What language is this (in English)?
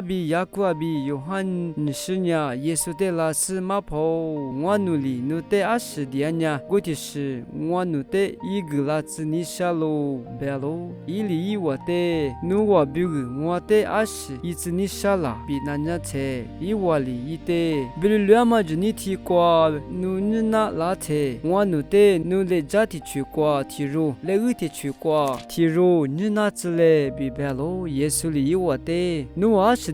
Lisu